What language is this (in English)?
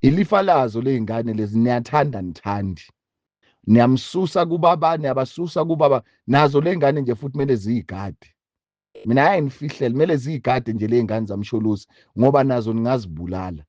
Zulu